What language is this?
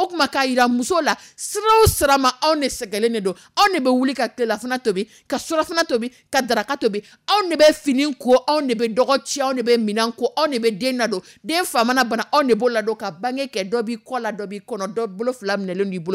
Dyula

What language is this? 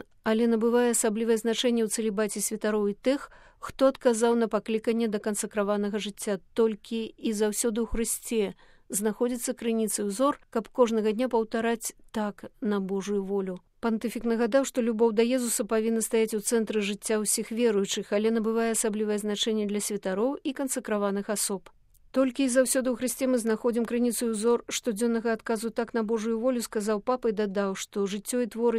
Belarusian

